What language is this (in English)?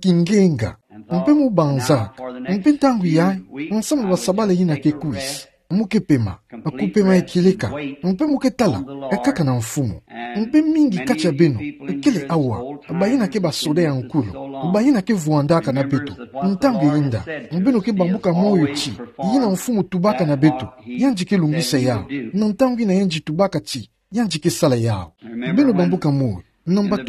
Kituba (Democratic Republic of Congo)